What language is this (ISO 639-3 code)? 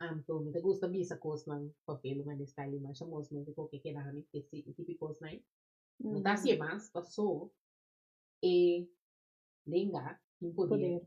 pap